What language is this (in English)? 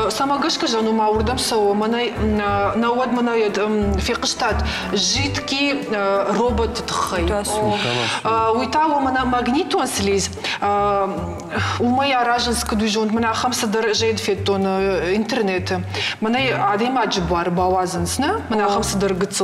Ossetic